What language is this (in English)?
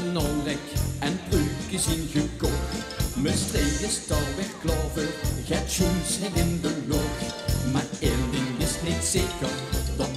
Limburgish